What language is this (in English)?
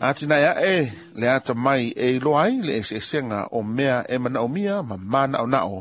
Samoan